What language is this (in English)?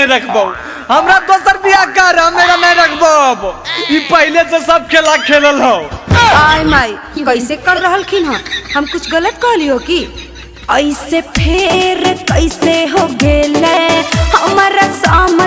Magahi